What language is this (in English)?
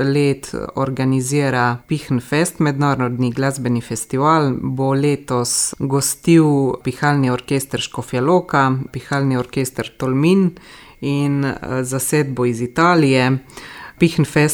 Slovenian